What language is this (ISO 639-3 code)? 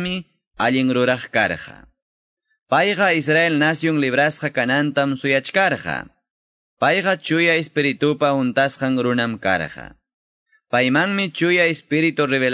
que